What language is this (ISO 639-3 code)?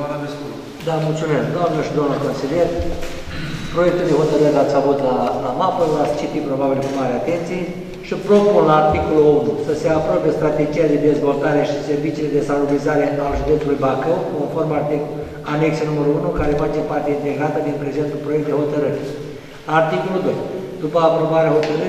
ron